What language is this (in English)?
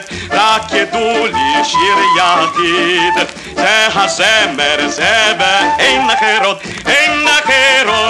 Hebrew